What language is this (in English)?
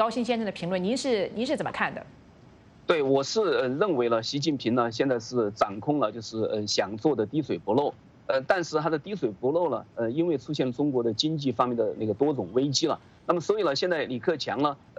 Chinese